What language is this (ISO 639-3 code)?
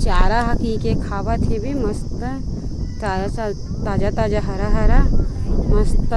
hne